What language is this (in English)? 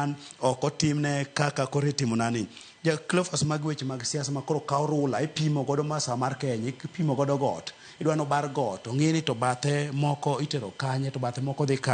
Luo (Kenya and Tanzania)